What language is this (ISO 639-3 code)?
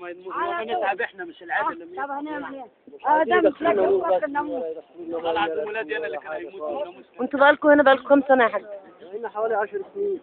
arz